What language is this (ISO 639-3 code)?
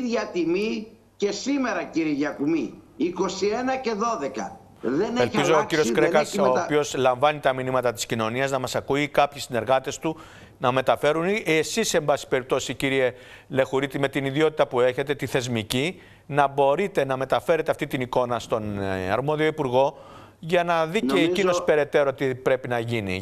ell